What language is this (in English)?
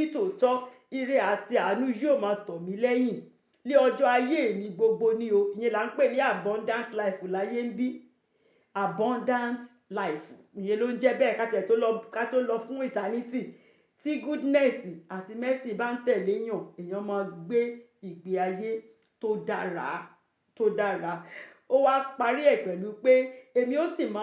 Yoruba